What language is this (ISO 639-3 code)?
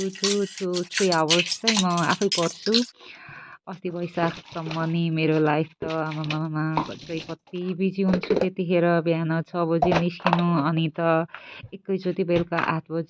nep